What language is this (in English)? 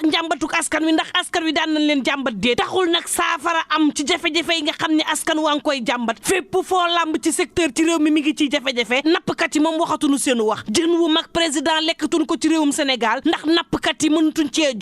Wolof